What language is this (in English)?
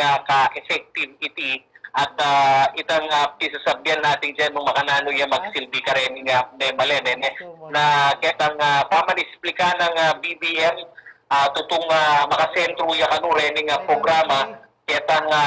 Pampanga